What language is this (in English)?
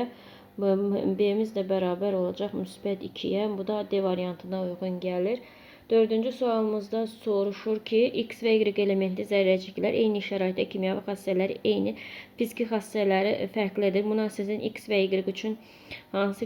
Azerbaijani